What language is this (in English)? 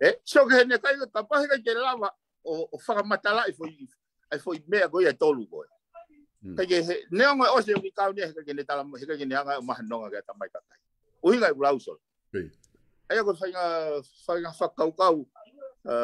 Tongan